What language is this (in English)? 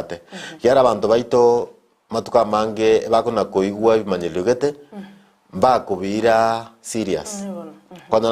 Gusii